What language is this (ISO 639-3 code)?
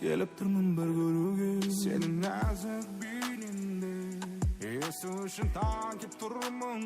kaa